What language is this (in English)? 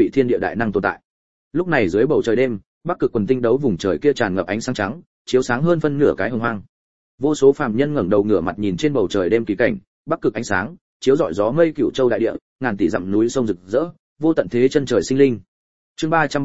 Vietnamese